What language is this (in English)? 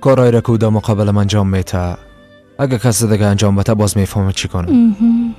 Persian